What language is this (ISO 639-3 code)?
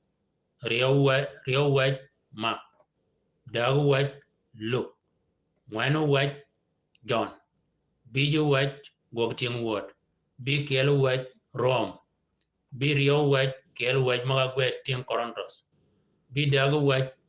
shk